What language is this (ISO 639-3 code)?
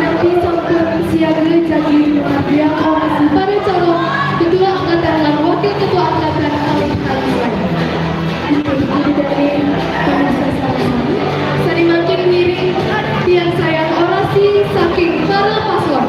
ban